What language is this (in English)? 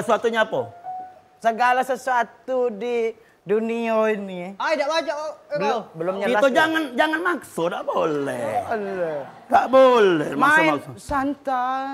Musi